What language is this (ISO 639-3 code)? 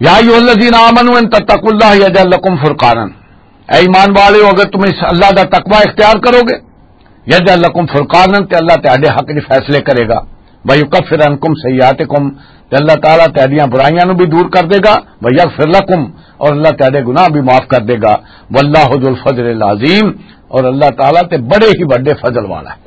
lah